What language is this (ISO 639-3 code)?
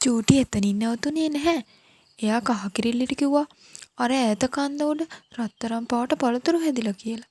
sin